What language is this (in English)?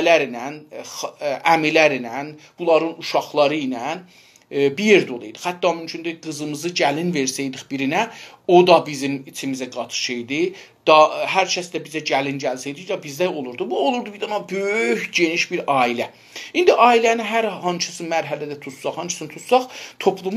South Azerbaijani